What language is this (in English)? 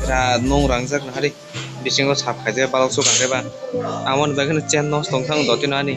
Kok Borok